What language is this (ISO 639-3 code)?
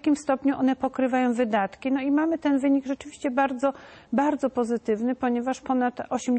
pol